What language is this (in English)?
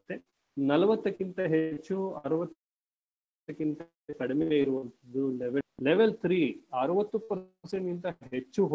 Kannada